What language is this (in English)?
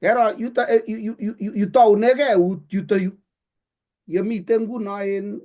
Kalenjin